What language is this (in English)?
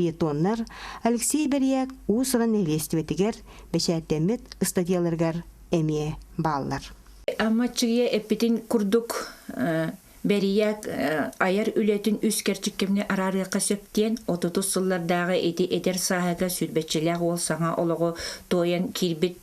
Yakut